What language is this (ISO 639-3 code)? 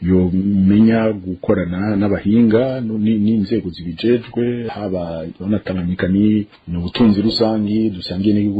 run